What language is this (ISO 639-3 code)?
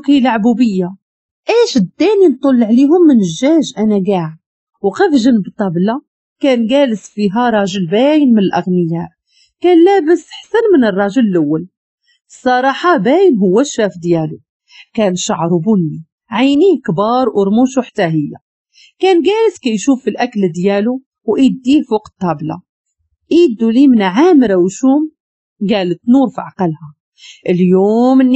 ary